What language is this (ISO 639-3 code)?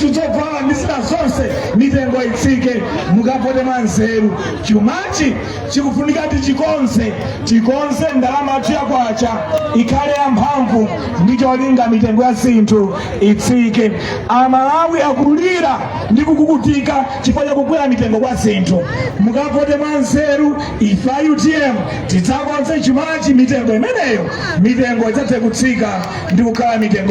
nya